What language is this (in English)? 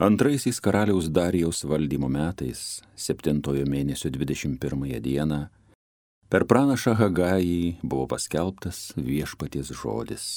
Lithuanian